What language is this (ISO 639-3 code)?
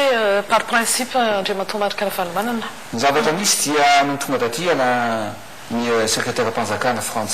mlg